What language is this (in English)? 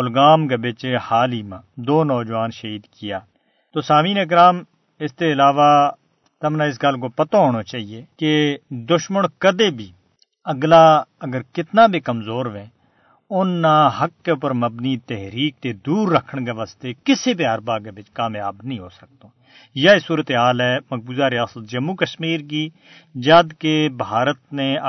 Gujari